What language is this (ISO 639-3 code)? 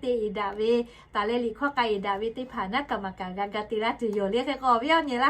lhu